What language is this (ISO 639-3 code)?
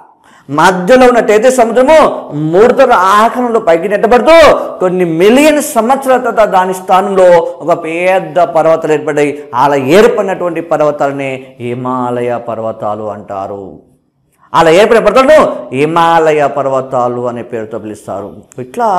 tel